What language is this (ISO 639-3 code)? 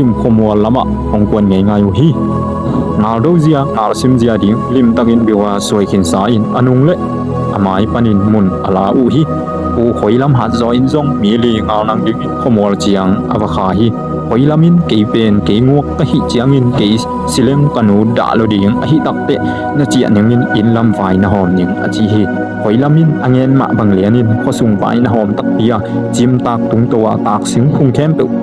ctd